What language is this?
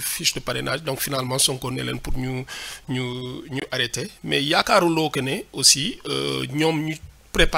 Wolof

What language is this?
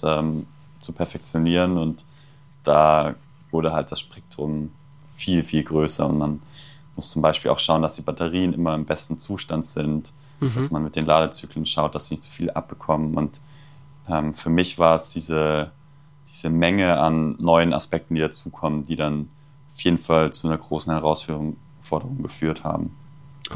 German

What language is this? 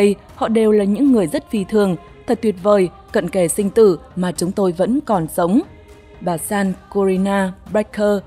Vietnamese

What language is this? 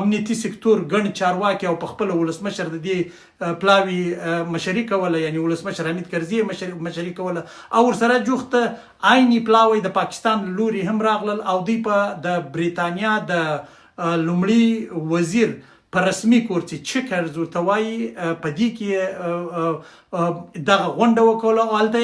Pashto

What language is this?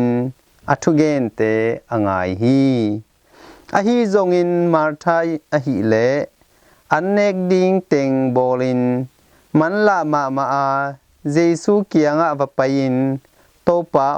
Tedim Chin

